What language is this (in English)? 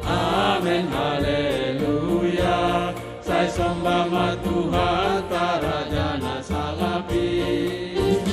Batak Simalungun